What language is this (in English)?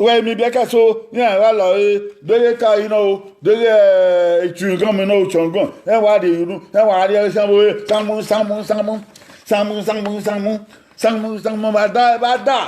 Bini